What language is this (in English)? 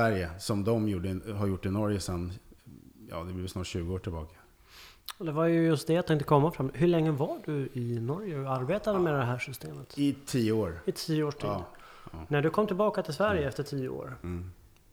Swedish